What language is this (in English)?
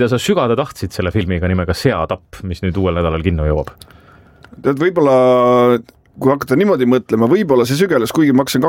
Estonian